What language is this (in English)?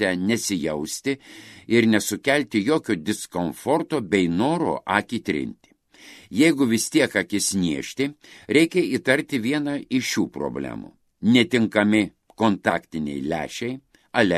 Lithuanian